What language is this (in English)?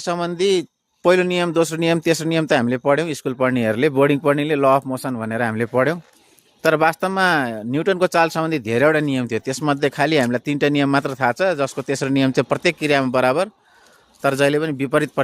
Nepali